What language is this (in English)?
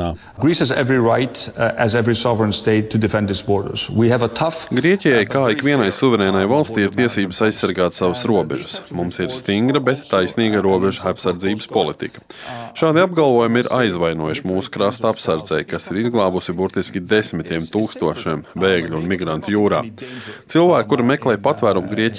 Latvian